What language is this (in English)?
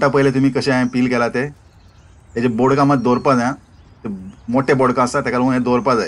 Konkani